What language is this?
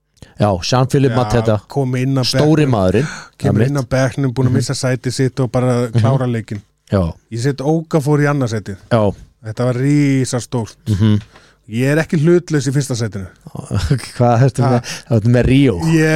Icelandic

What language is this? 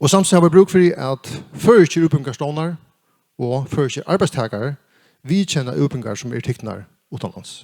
Faroese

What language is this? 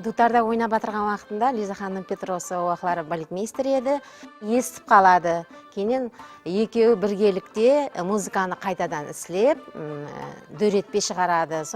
Kara-Kalpak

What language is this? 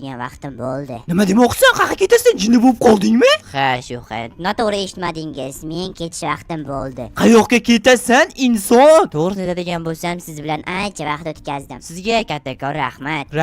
Uzbek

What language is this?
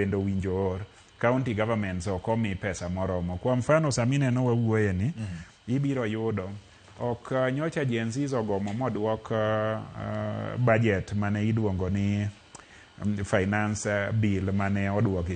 Luo (Kenya and Tanzania)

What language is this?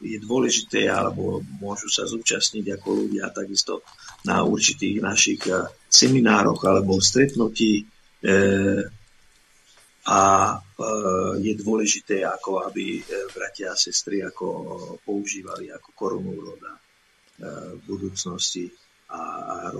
Slovak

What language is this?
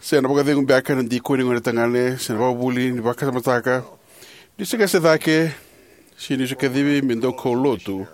Fijian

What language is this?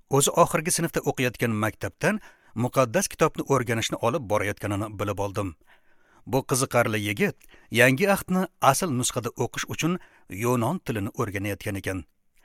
Uzbek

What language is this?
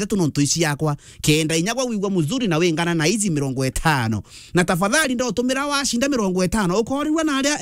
Meru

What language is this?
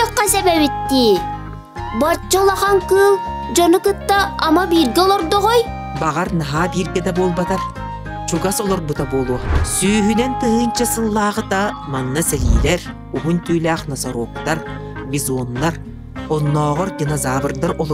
Yakut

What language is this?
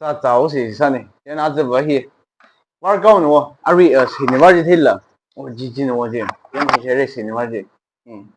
Tangkhul Naga (India)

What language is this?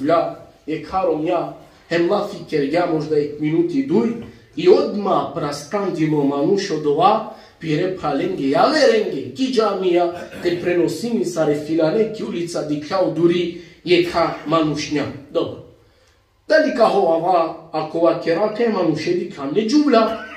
Balkan Romani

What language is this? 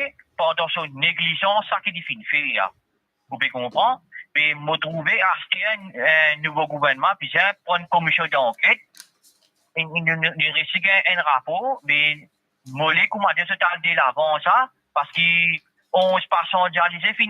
Morisyen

